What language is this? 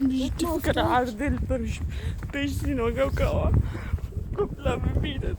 Kurdish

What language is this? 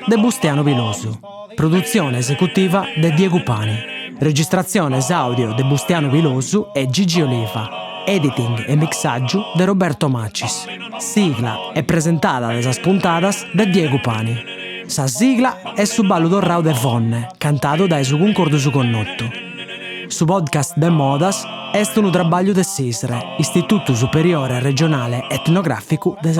Sardinian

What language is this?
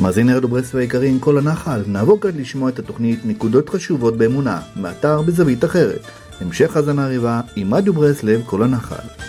Hebrew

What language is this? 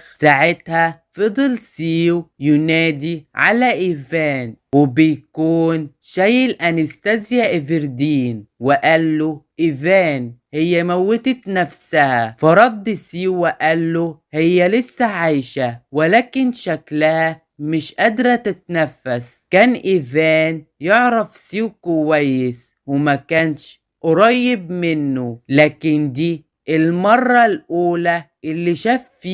Egyptian Arabic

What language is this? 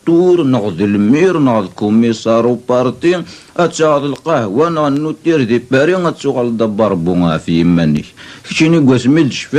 Kabyle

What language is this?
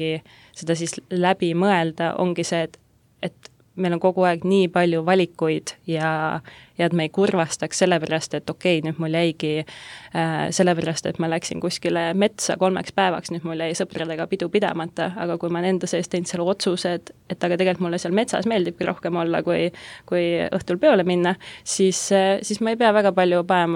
Estonian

